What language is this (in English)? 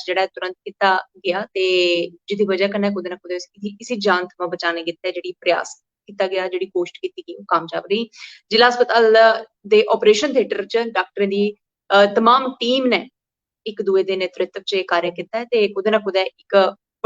Dogri